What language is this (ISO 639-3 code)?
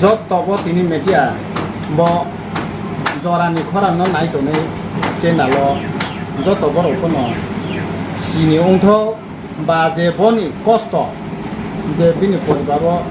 ria